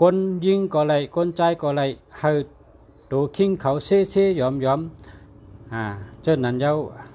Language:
Shan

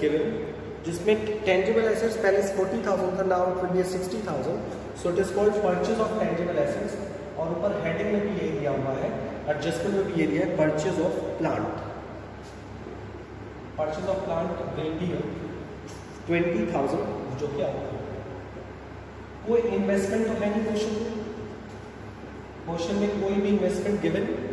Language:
Hindi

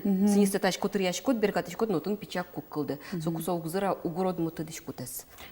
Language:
Udmurt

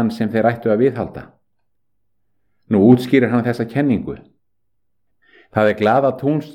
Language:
Icelandic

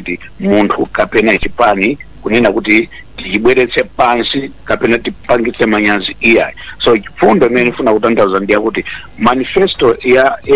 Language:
Nyanja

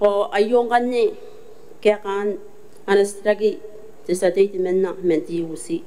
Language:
Gilbertese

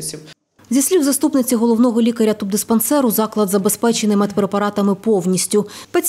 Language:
Ukrainian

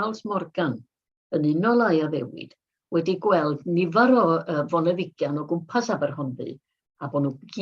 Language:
Welsh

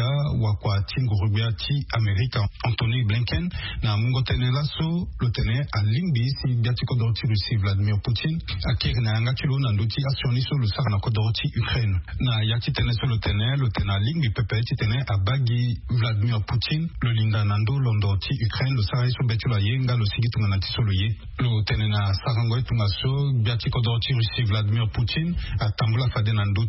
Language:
Sango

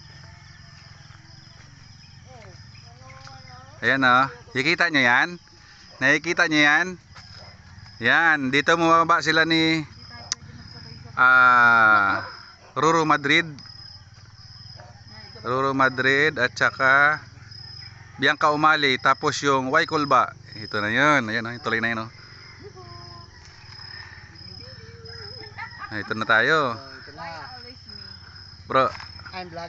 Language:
Filipino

